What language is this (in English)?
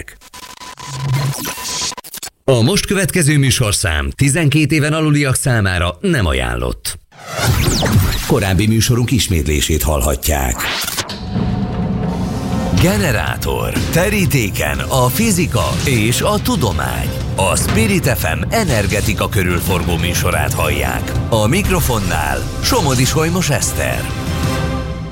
Hungarian